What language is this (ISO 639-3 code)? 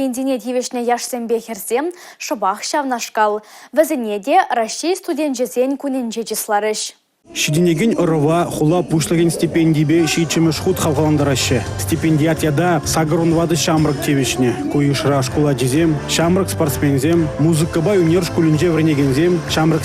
chv